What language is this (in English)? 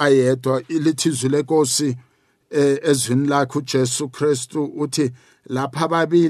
South Ndebele